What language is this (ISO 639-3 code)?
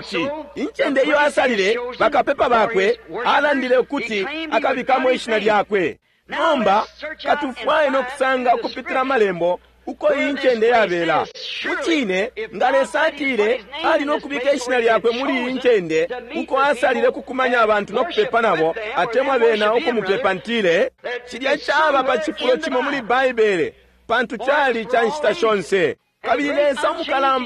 bem